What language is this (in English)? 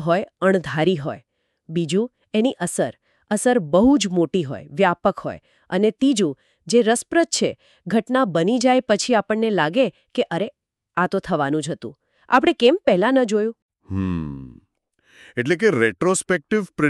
Gujarati